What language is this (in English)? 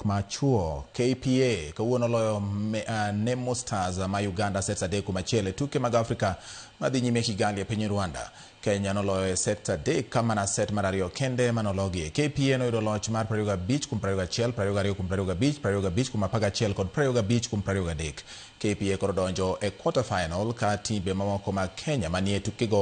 Luo (Kenya and Tanzania)